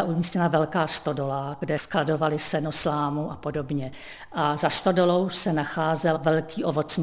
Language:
Czech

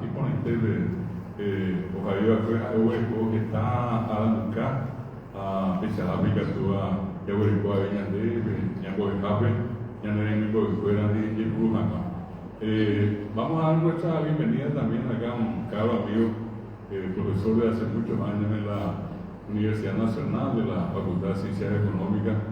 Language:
Guarani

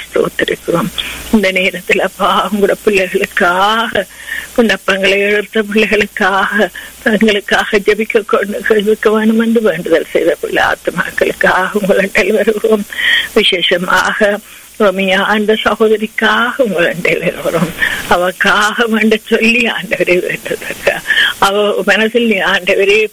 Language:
Tamil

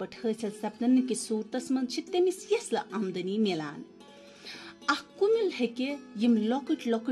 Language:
Kashmiri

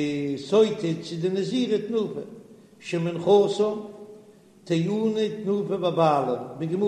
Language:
Yiddish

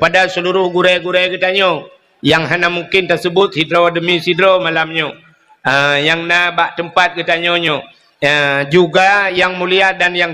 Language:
Achinese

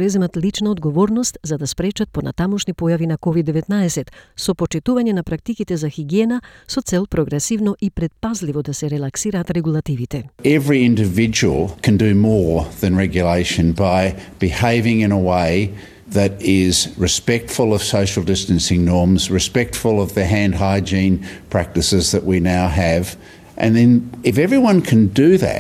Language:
Macedonian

